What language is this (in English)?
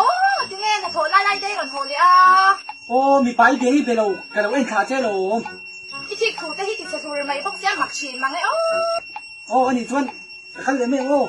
Mizo